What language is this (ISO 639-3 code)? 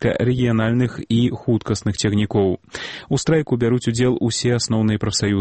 bel